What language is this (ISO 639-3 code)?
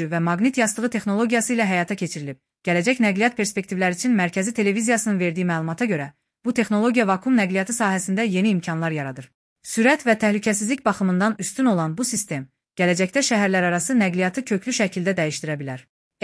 aze